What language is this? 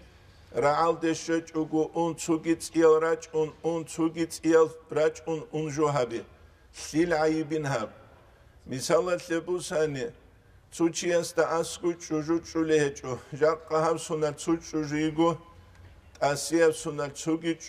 Avaric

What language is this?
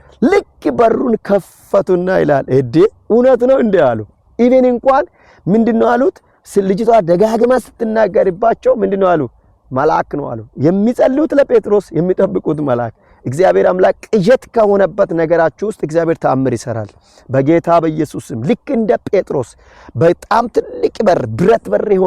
Amharic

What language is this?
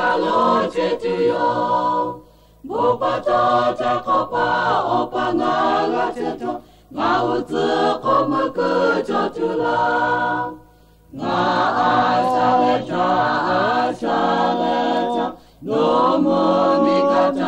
Lahu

